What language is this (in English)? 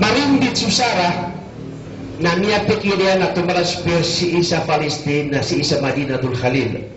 Maranao